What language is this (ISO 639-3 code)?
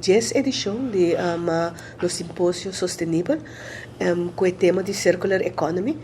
pap